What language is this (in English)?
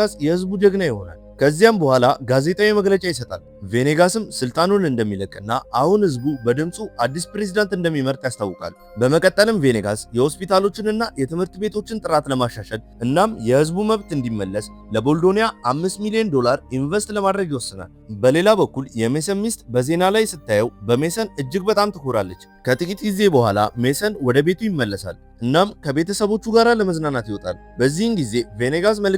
Amharic